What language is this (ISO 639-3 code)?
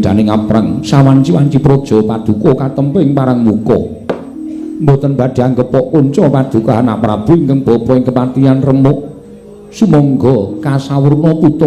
jav